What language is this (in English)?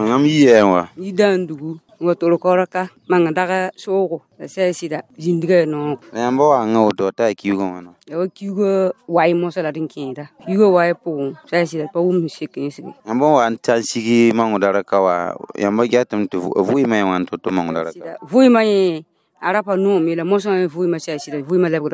Mossi